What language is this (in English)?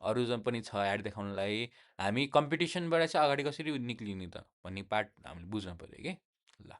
Nepali